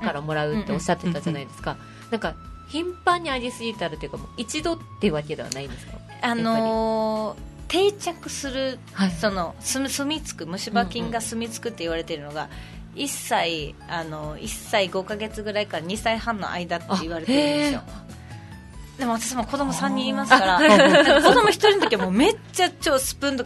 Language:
Japanese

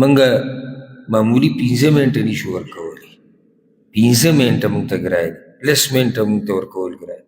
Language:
Pashto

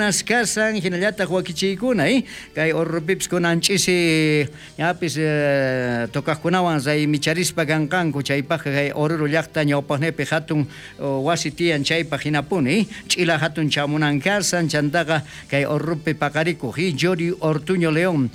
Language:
South Bolivian Quechua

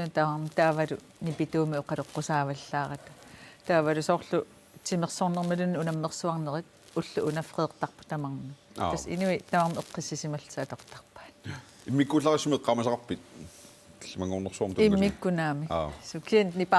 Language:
Kalaallisut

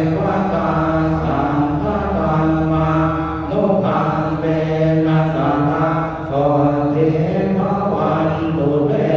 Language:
Pali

